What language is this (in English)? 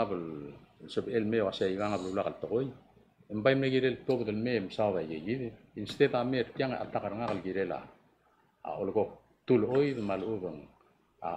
Palauan